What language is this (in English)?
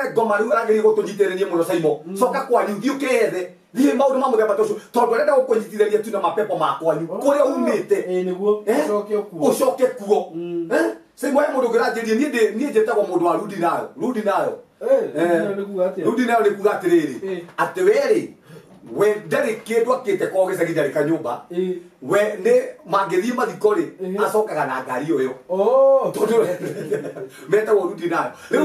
Kikuyu